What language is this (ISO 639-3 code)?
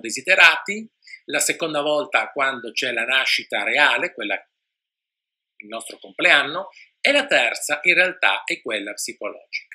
ita